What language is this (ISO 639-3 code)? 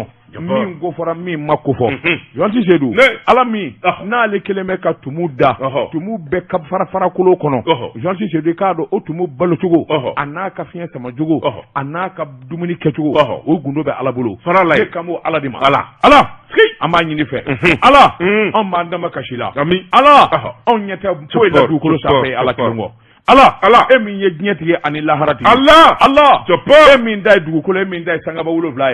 bam